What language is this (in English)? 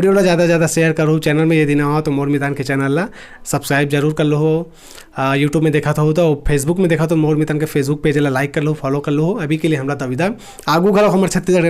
Chhattisgarhi